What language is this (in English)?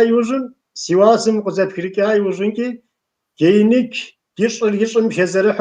Kabardian